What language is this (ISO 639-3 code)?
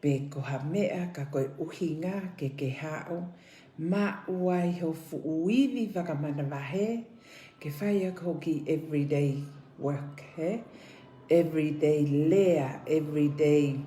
ton